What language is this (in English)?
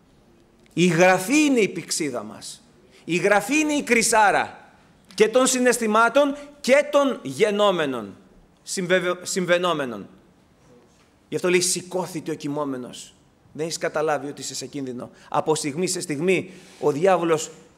Greek